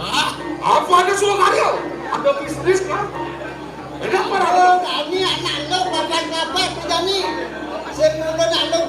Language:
Balinese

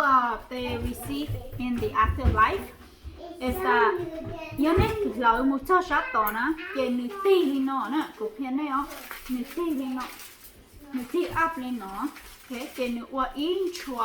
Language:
Hmong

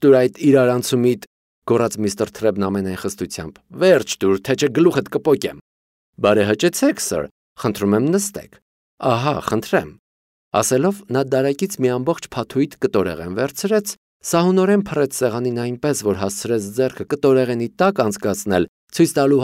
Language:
Armenian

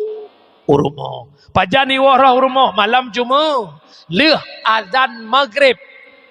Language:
Achinese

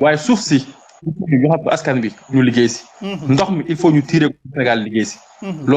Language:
Wolof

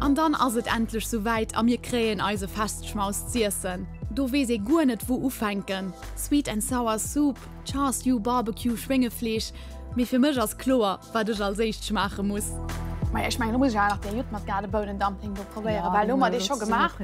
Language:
Luxembourgish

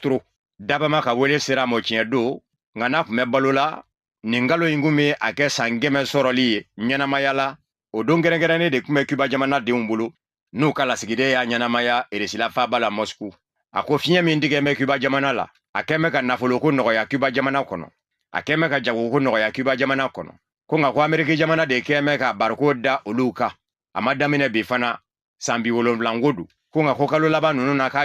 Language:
Bambara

